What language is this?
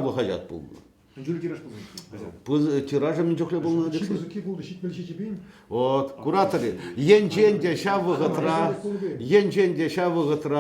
Chuvash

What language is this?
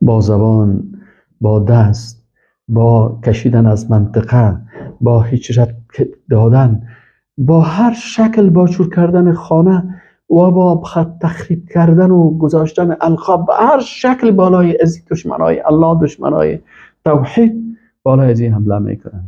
Persian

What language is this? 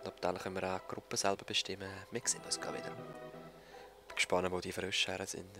Swiss German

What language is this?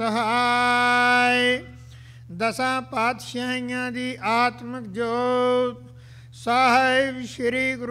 Punjabi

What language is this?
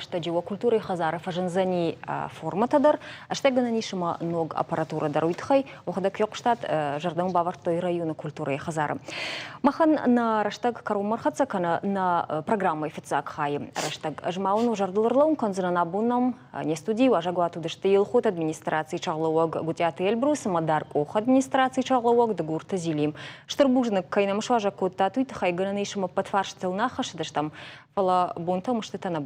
Ossetic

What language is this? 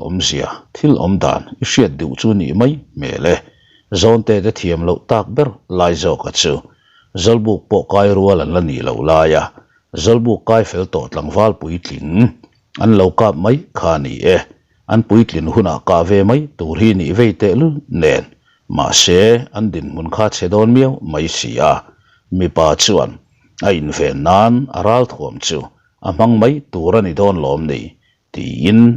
Mizo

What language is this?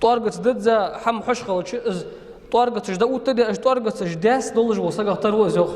Ingush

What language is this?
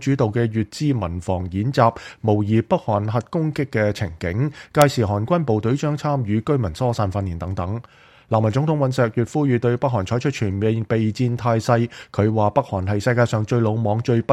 Cantonese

